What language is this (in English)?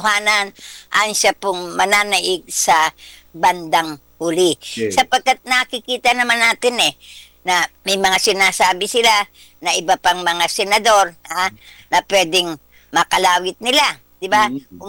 Filipino